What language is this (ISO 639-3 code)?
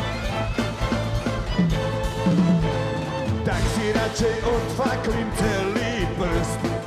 slk